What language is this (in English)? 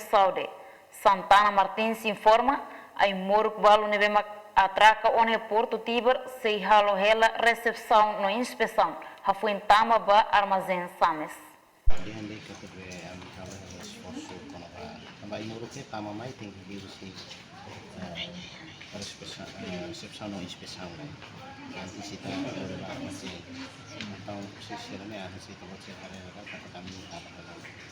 Tetum